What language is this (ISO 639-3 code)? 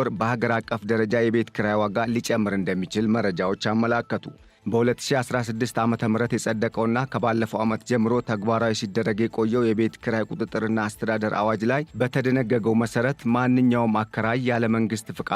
amh